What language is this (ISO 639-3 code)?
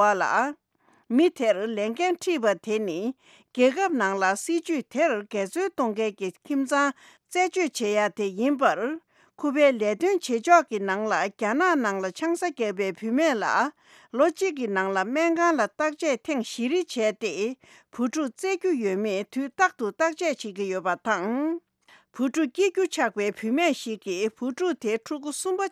bod